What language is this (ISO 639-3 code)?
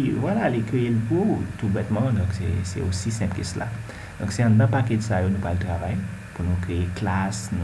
hat